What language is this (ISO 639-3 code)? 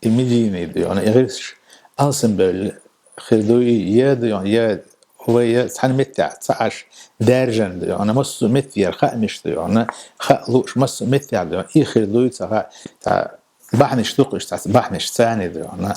che